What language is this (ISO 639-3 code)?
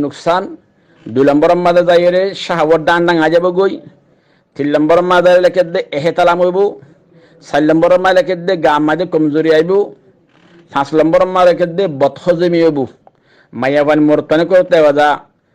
rhg